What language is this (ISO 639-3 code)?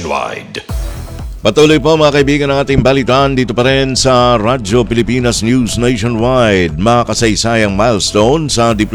fil